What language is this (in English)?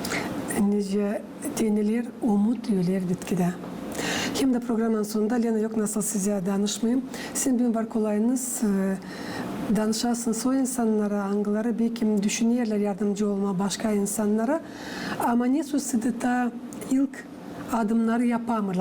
Gagauz